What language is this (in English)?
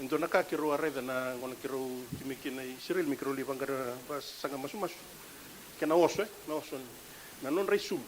Fijian